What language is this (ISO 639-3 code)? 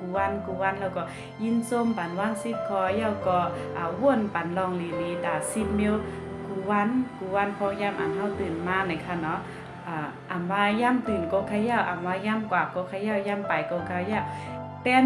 shn